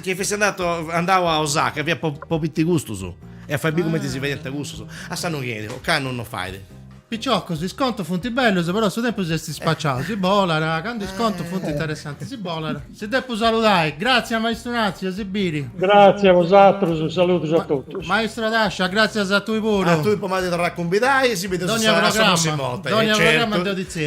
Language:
Sardinian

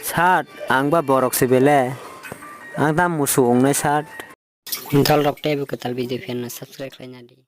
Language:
Kok Borok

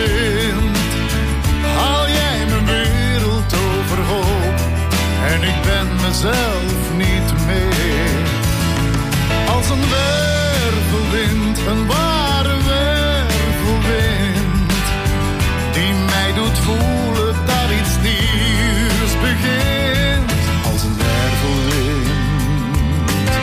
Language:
Dutch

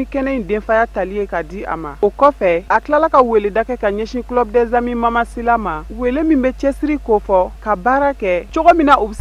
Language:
Bambara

